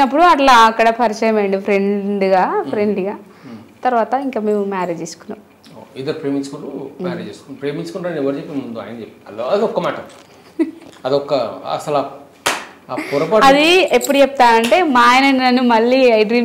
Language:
Telugu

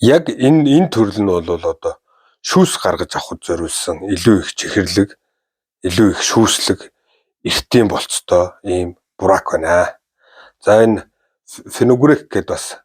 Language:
Mongolian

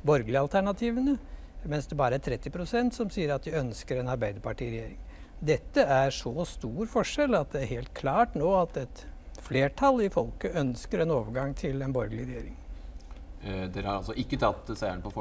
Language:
Norwegian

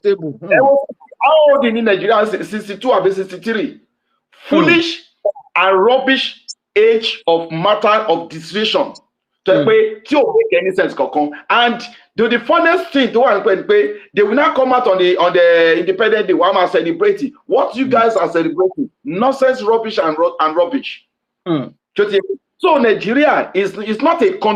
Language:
Yoruba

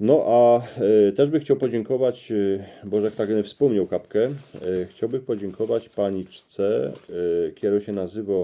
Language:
Silesian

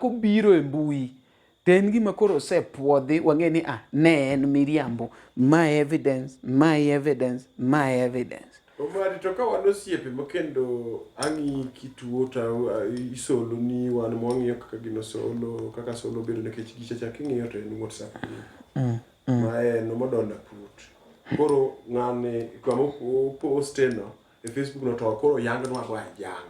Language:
Luo (Kenya and Tanzania)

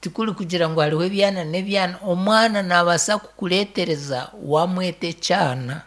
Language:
Nyankole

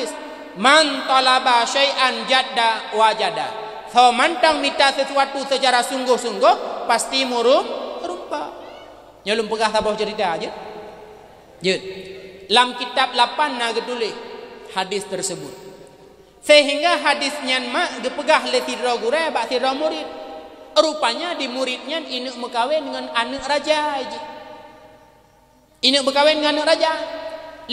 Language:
Achinese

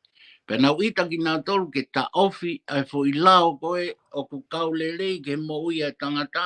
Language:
Tongan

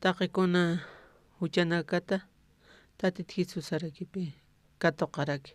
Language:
Aymara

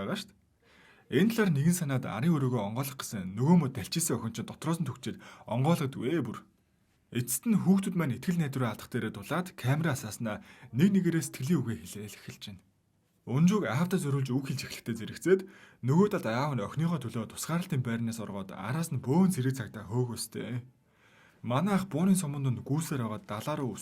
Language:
Mongolian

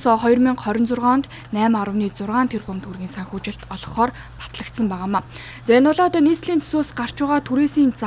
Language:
Mongolian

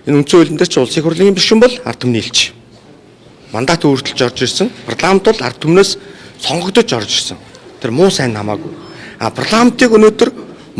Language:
Mongolian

